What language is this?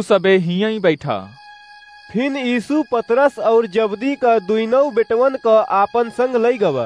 Awadhi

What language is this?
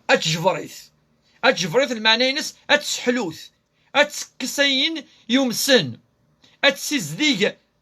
Kabyle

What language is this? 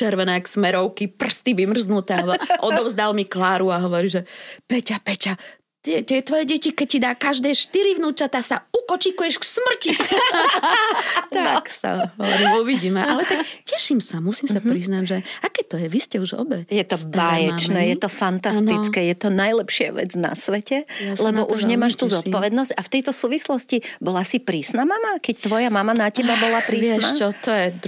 Slovak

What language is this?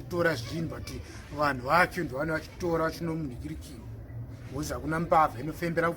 Shona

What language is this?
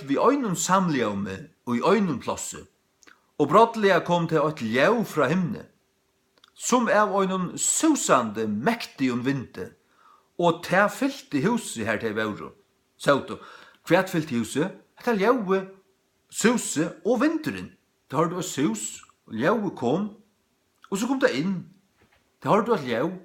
Faroese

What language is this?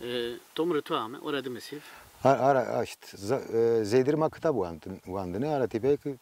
Zaza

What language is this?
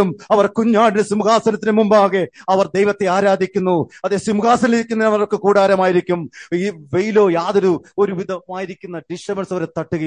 Malayalam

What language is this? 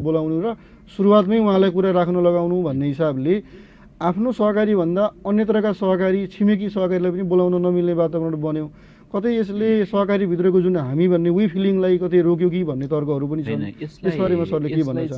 Nepali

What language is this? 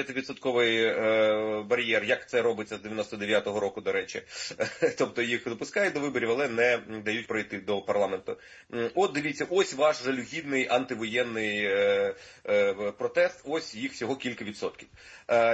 Ukrainian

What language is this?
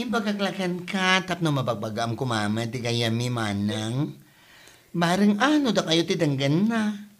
Iloko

